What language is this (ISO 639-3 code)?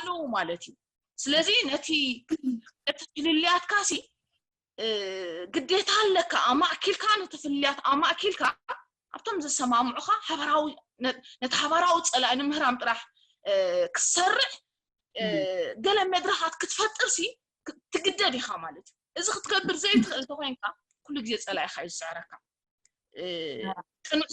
tir